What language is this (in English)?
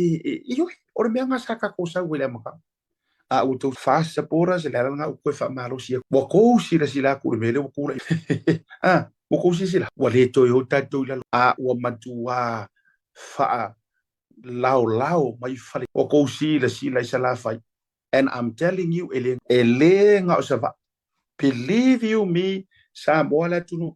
Samoan